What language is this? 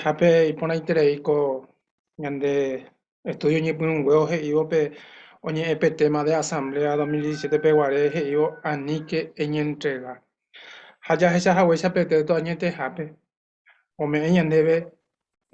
Guarani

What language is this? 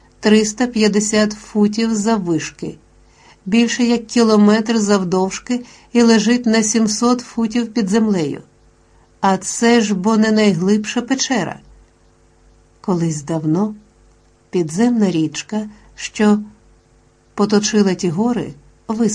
Ukrainian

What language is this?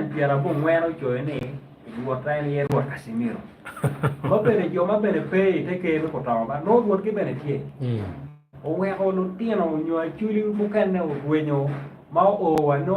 Acoli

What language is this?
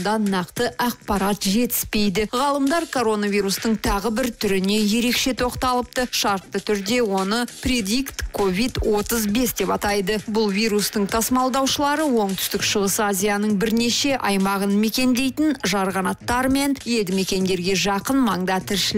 Kazakh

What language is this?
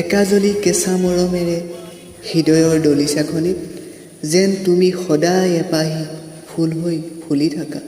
Assamese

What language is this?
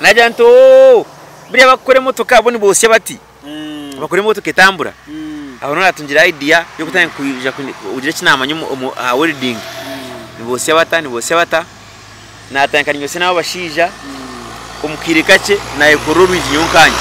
Nyankole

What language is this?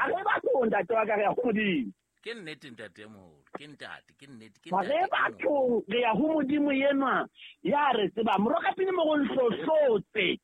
Southern Sotho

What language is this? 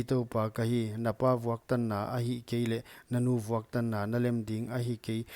Paite Chin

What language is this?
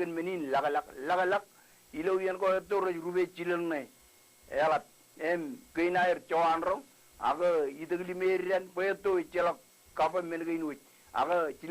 Marshallese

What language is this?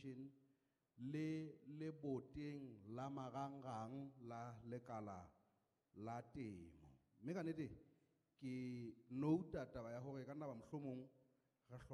Southern Sotho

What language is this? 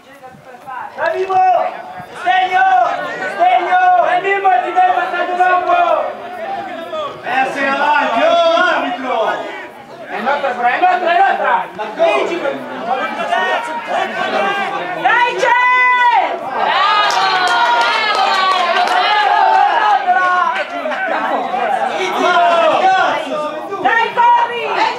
Italian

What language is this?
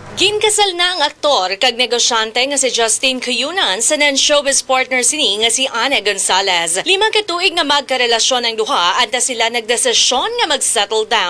Hiligaynon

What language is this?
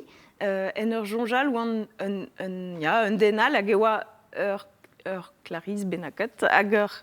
Breton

